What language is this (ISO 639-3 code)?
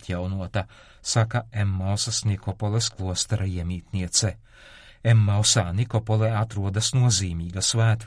lav